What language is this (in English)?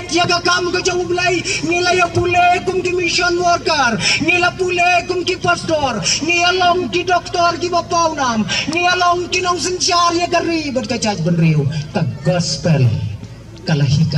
Khasi